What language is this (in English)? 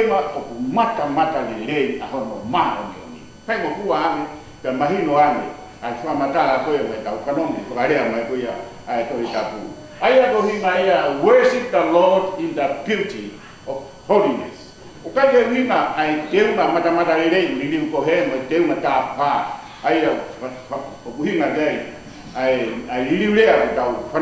Tongan